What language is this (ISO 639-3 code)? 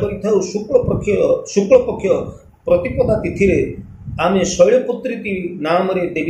ori